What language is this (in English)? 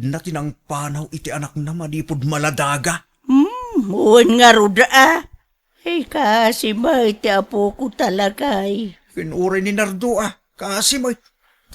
Iloko